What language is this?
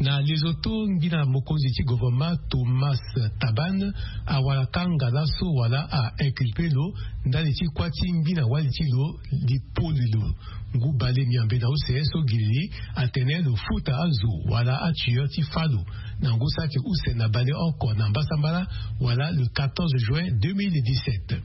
Sango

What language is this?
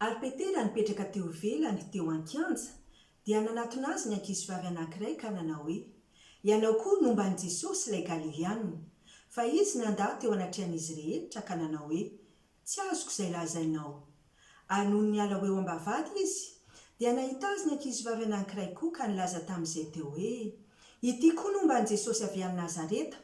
Malagasy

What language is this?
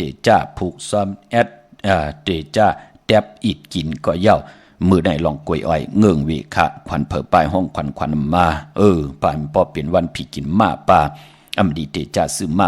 Shan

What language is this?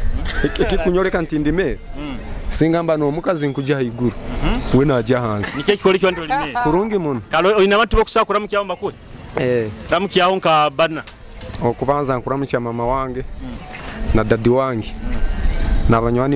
Nyoro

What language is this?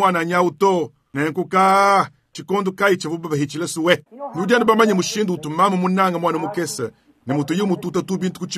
Luba-Lulua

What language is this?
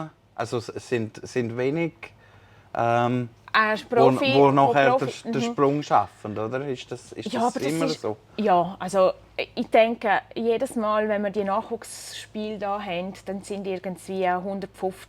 Swiss German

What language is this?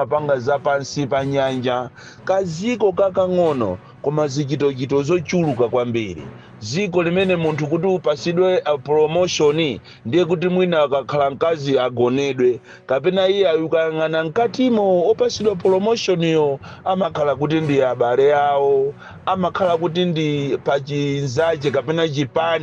Nyanja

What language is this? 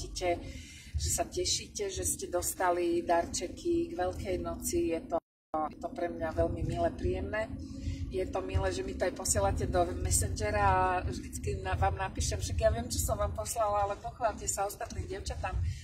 Slovak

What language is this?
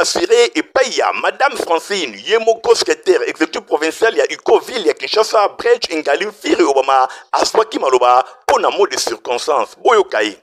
Lingala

